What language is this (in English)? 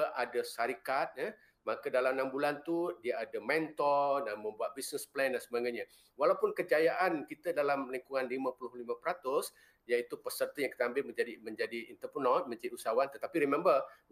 Malay